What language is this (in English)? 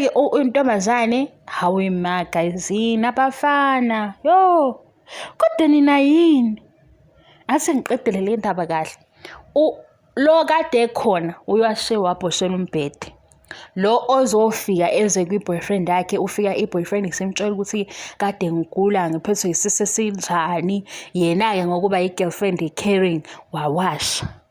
Zulu